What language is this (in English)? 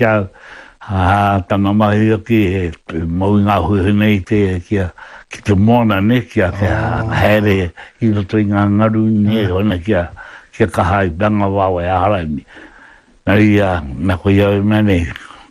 Māori